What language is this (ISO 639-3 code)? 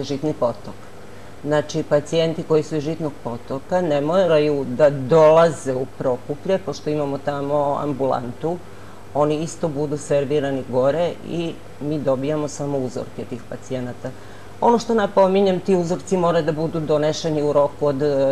srp